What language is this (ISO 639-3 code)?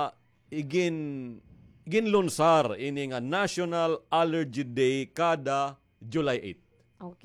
war